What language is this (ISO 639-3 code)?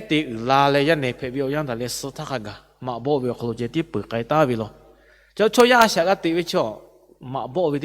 lhu